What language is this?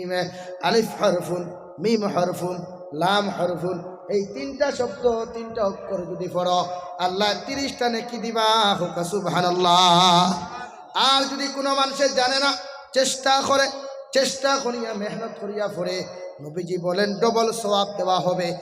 Sylheti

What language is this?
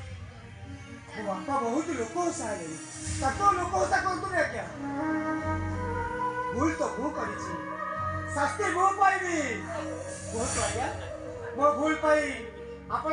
Odia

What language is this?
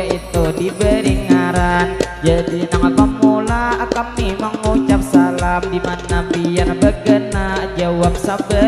Banjar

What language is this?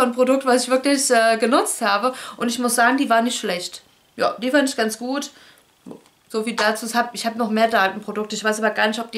German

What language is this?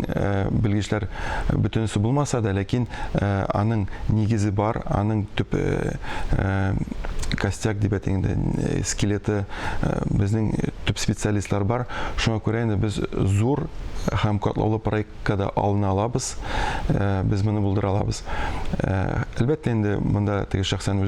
Tatar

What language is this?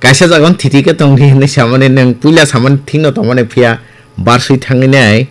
Kok Borok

